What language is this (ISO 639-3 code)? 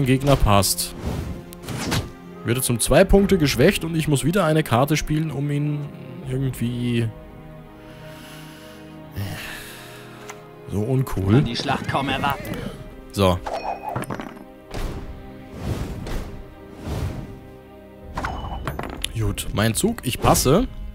deu